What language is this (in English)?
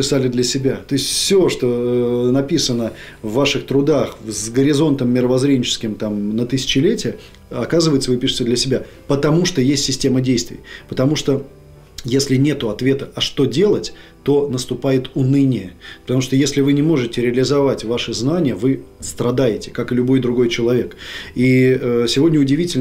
Russian